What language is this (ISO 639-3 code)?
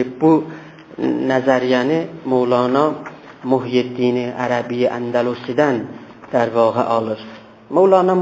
azb